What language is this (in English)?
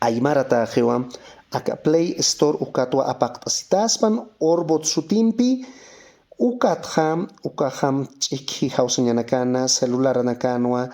Aymara